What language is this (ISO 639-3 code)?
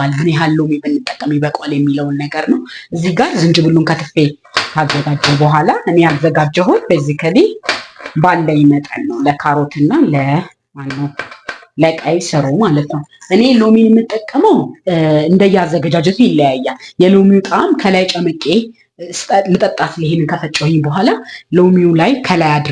amh